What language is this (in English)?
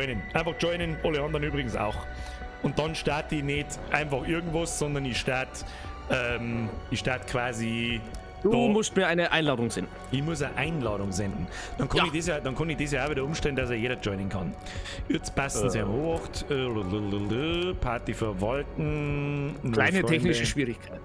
Bavarian